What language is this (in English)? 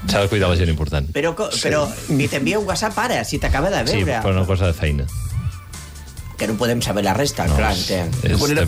Catalan